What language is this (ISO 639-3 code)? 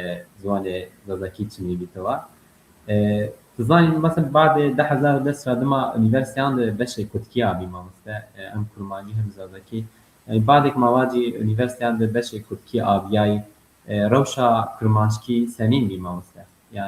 zza